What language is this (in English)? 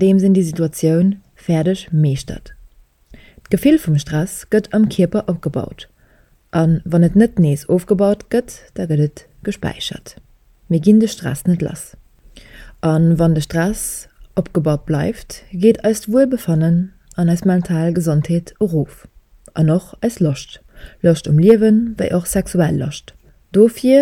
Luxembourgish